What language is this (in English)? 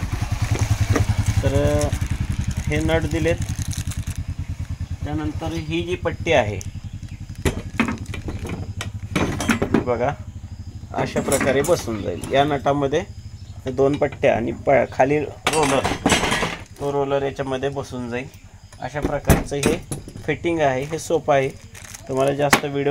Marathi